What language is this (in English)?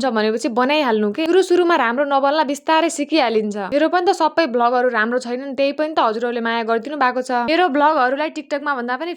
Nepali